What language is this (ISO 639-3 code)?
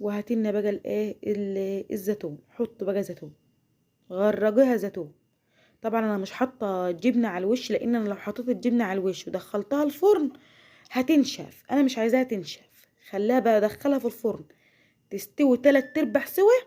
arz